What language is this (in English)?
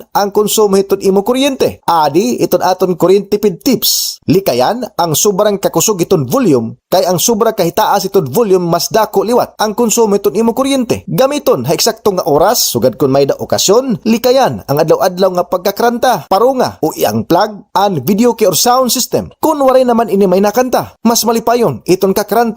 Waray